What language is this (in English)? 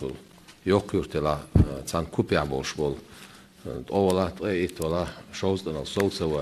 Chechen